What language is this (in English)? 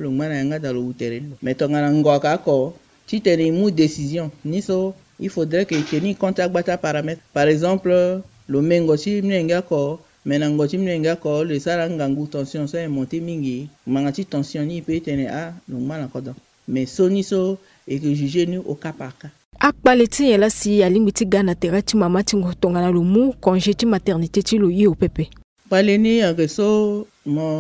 Sango